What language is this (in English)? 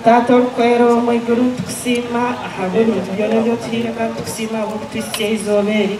Nyankole